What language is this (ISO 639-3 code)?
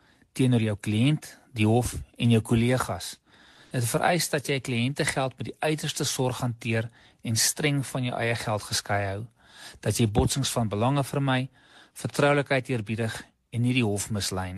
afr